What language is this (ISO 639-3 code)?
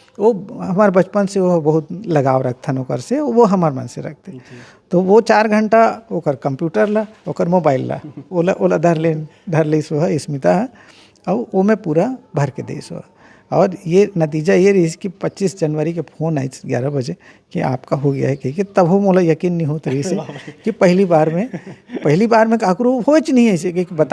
hne